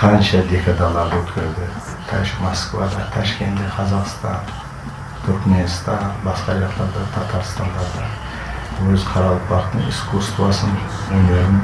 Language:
Kara-Kalpak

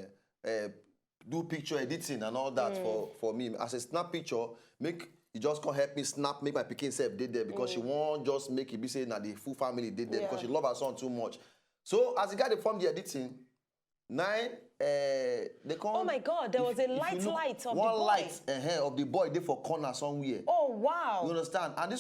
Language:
Nigerian Pidgin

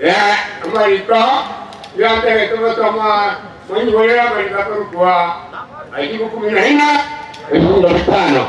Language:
Gusii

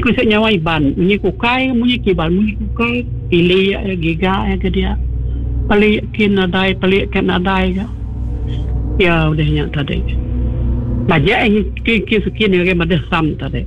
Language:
Iban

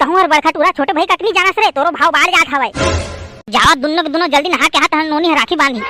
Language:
Chhattisgarhi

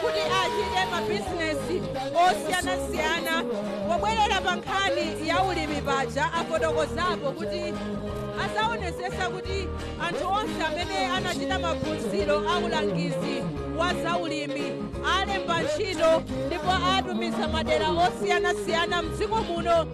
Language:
Nyanja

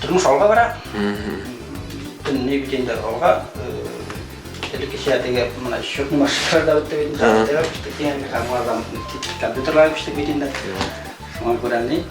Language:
Bashkir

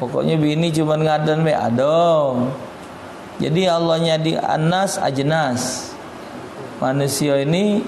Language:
Musi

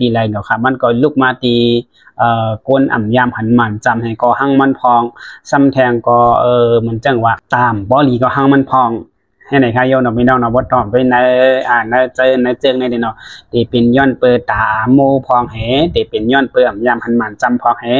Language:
Shan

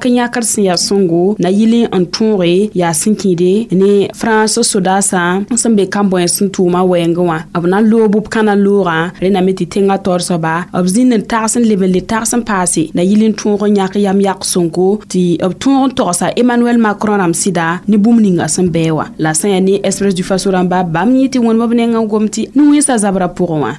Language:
Mossi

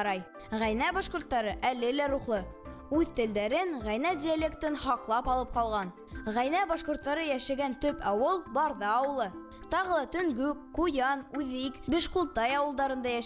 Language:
Bashkir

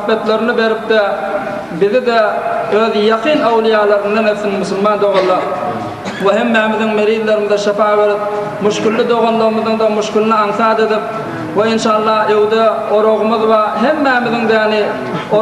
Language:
Turkmen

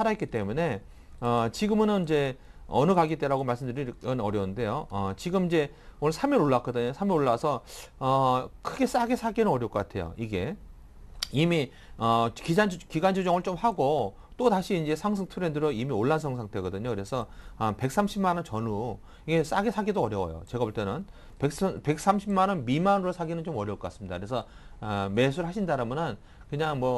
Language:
Korean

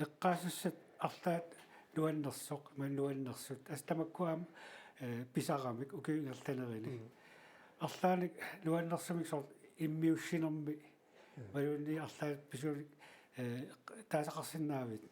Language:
Kalaallisut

